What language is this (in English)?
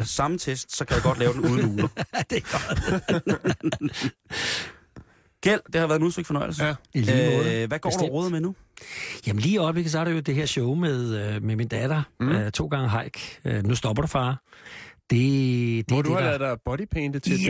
Danish